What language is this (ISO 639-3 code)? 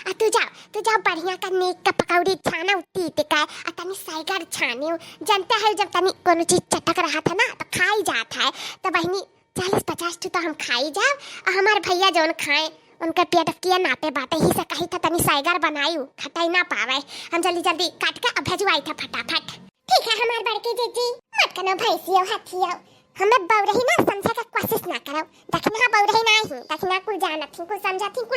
awa